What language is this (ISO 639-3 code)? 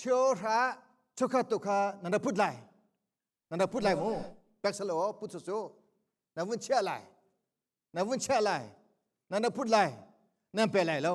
cnh